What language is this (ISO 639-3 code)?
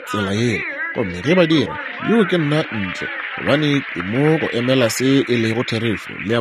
nso